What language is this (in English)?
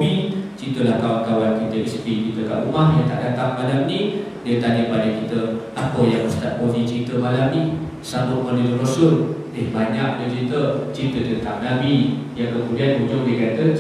Malay